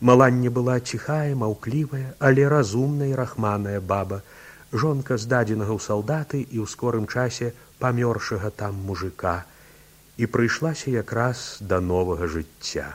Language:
Belarusian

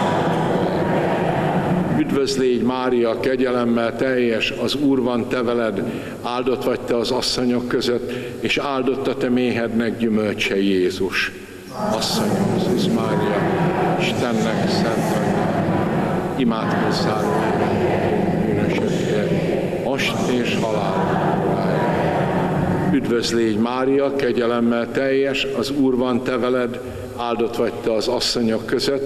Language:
Hungarian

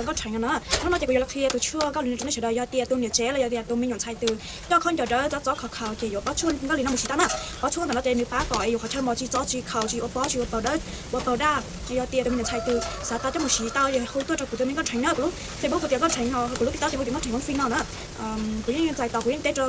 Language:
Hmong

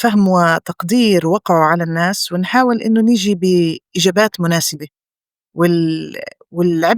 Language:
North Levantine Arabic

